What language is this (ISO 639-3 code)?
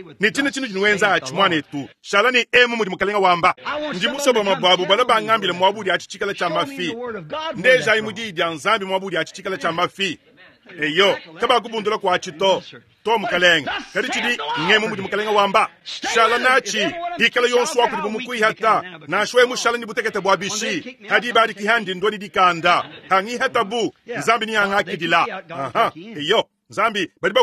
lua